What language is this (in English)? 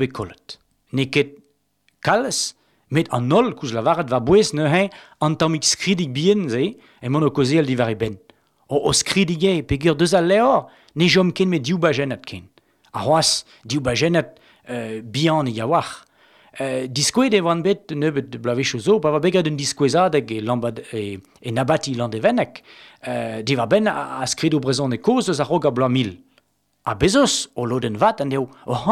Breton